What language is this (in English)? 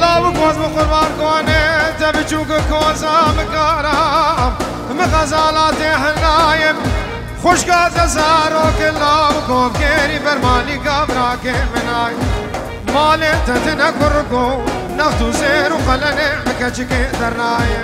Kurdish